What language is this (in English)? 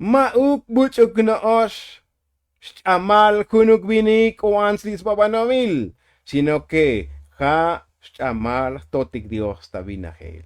Tzotzil